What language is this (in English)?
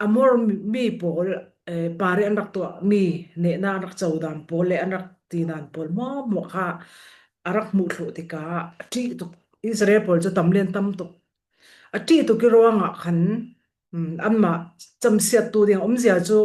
Falam Chin